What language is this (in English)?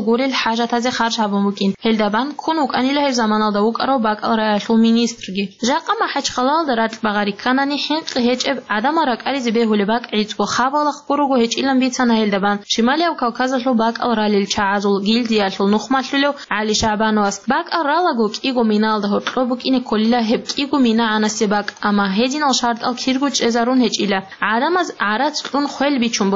Avaric